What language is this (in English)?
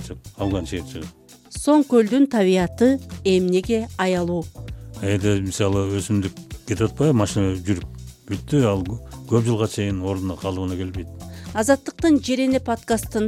Kyrgyz